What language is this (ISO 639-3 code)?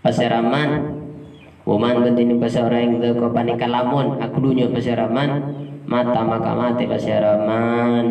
mad